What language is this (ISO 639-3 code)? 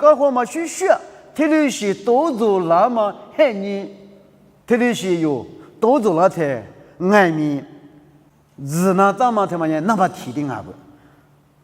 lis